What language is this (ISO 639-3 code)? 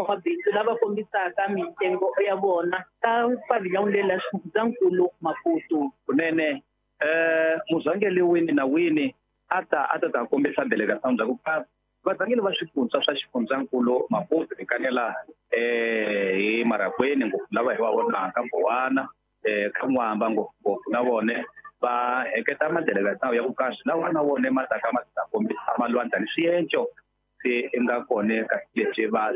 tso